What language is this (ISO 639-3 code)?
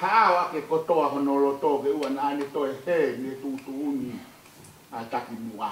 ton